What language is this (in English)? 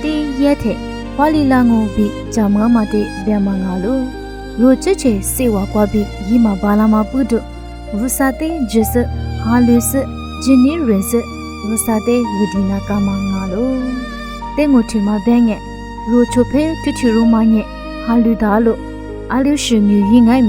Lisu